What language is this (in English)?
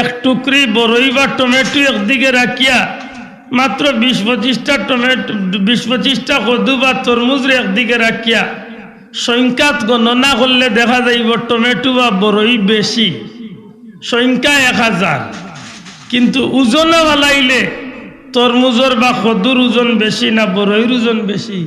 Sylheti